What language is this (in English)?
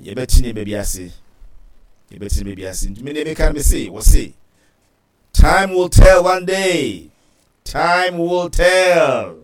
Akan